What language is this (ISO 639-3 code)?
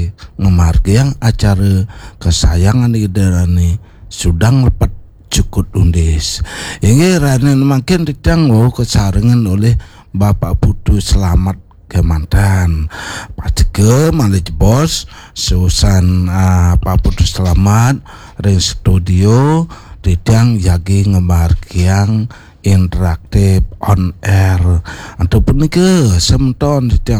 ban